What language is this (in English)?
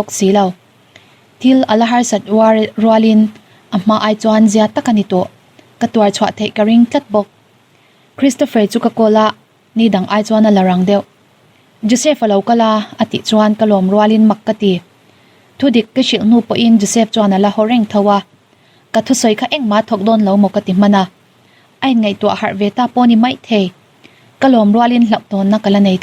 Mizo